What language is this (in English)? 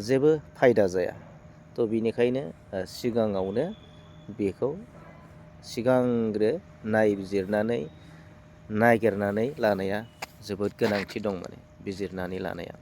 Bodo